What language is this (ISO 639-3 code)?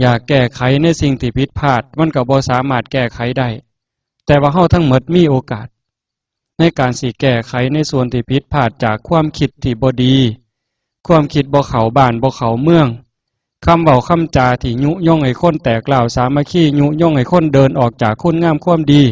tts